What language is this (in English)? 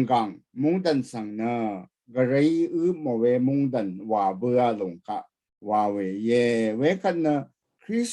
Rawang